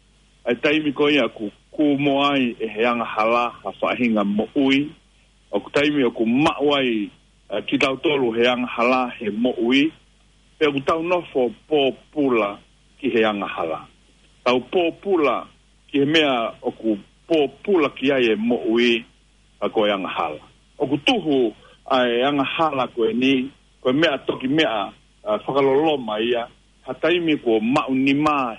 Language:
Tongan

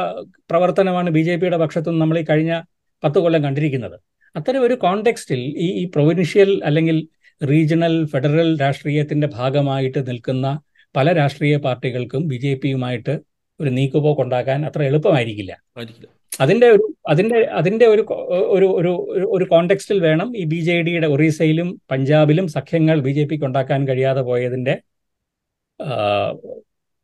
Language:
Malayalam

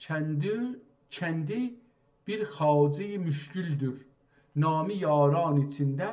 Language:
South Azerbaijani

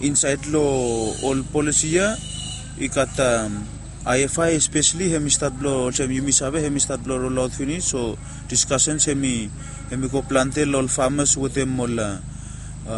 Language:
Bislama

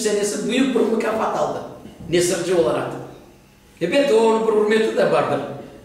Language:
Crimean Tatar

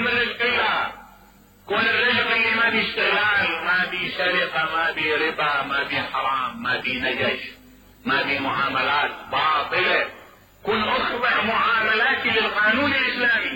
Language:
Mesopotamian Arabic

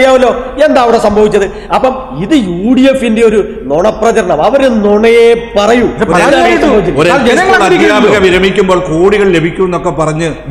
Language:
Malayalam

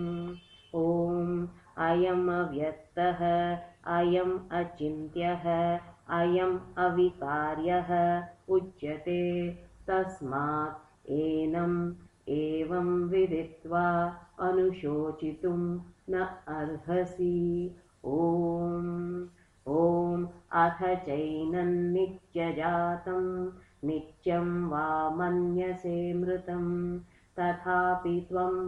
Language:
Sanskrit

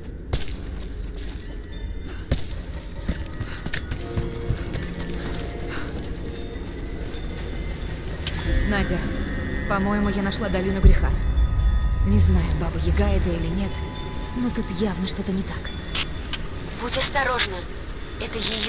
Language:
Russian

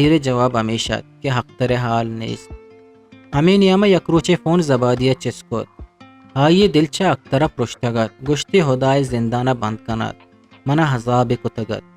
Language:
Eastern Balochi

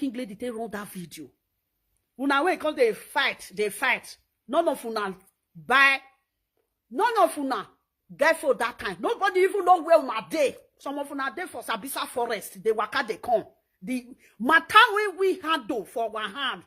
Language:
Nigerian Pidgin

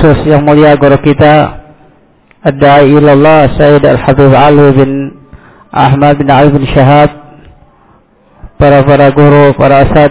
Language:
Indonesian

